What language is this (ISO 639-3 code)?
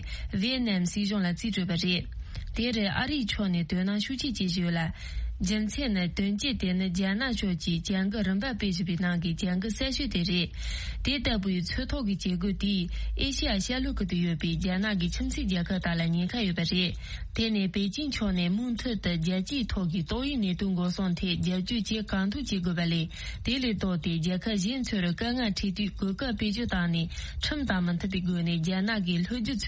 bod